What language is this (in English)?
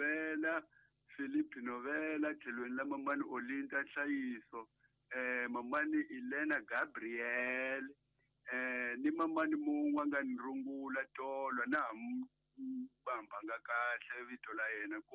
Tsonga